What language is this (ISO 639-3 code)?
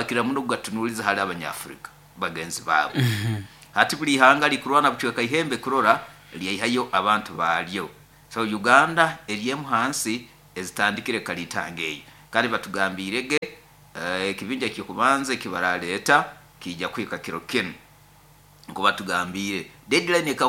nyo